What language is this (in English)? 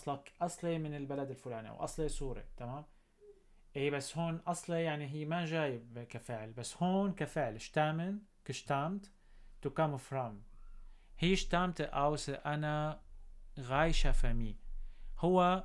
North Levantine Arabic